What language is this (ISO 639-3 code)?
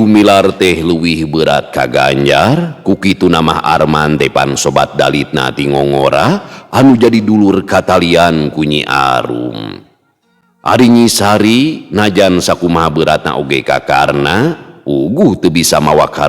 sun